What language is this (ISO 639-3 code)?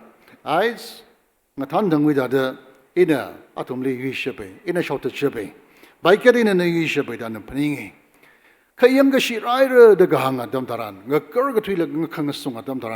nmf